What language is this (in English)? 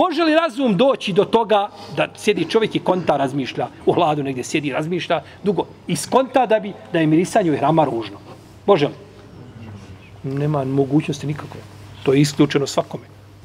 Bosnian